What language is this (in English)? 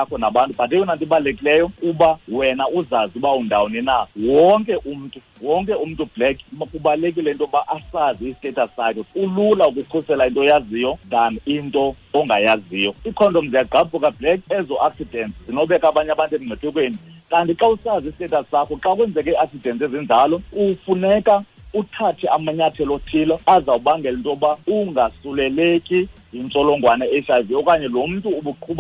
Xhosa